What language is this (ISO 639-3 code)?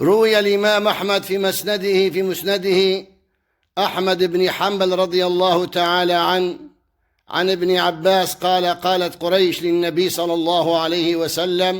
kur